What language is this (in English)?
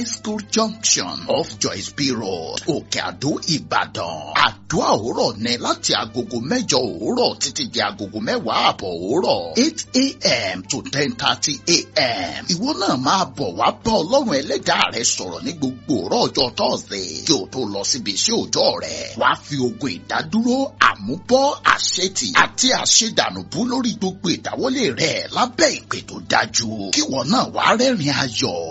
Yoruba